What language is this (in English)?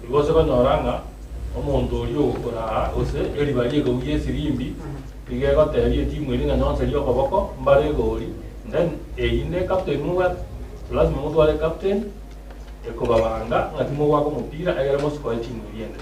Gusii